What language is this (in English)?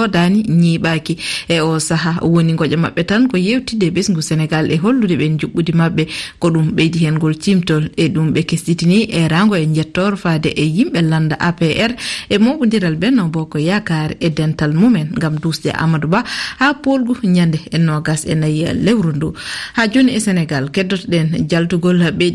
Fula